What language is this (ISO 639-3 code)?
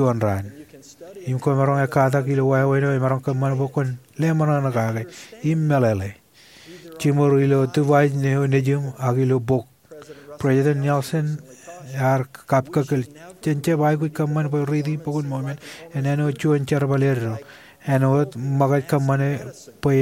mah